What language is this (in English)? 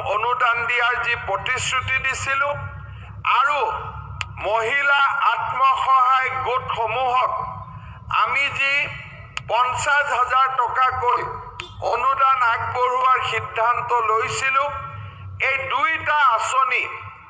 Assamese